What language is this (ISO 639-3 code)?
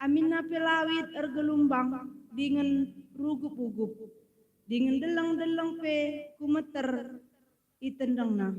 btx